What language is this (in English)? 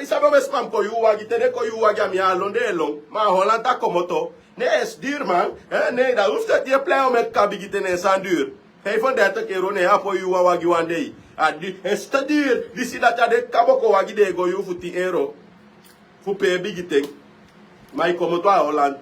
Sranan Tongo